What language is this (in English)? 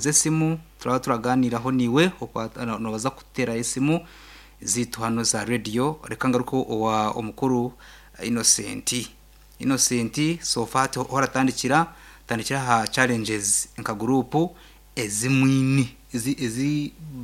Nyankole